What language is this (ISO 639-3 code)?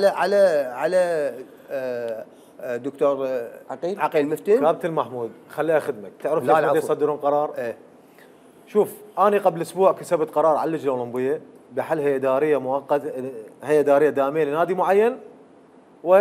acm